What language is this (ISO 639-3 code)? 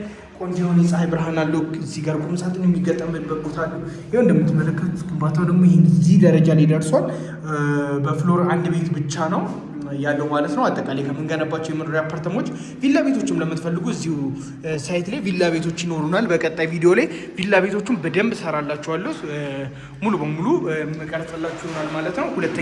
amh